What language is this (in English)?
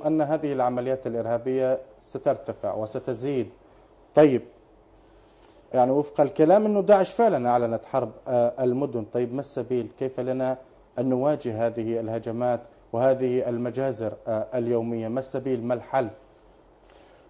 Arabic